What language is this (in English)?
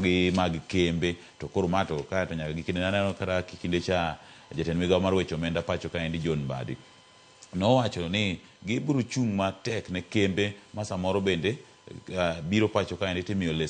Luo (Kenya and Tanzania)